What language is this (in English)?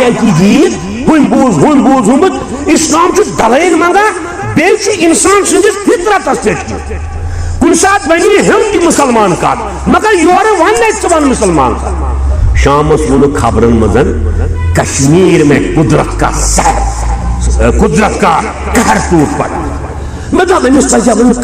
Kashmiri